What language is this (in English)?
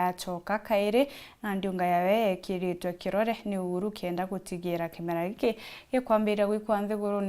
Meru